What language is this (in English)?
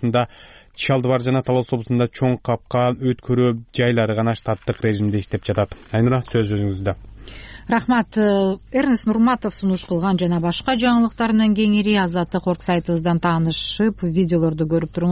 Kyrgyz